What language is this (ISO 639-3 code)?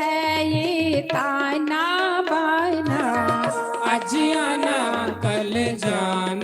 doi